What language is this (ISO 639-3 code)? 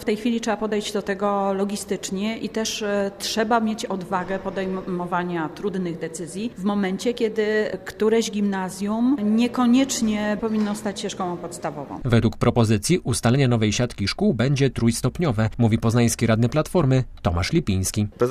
pol